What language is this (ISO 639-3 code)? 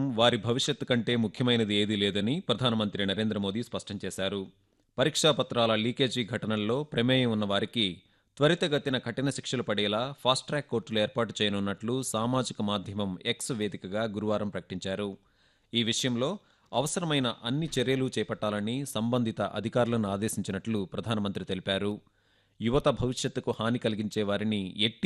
tel